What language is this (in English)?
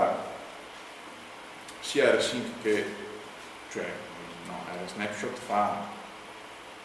Italian